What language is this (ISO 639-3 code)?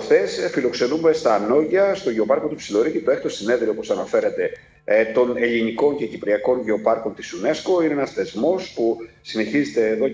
ell